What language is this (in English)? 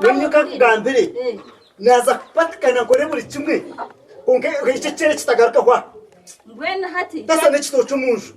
Nyankole